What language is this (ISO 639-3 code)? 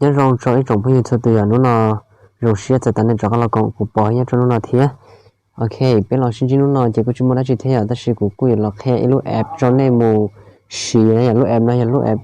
hmn